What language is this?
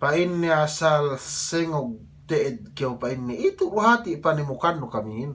Yakan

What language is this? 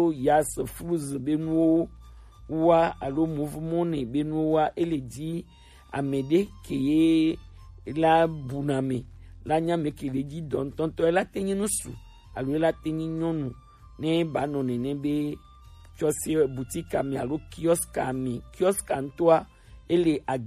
Gen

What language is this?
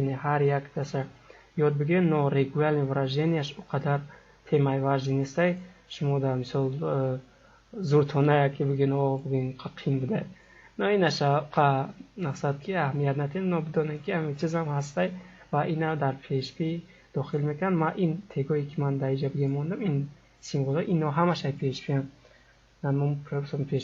Tajik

